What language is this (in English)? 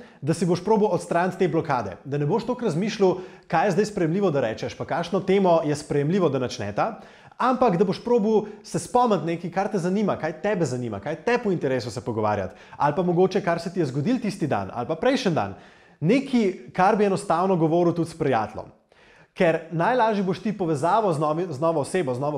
Slovenian